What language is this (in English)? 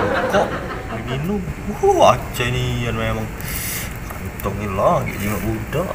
Musi